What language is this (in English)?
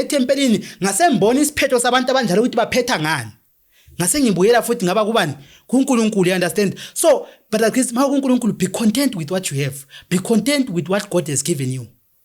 Zulu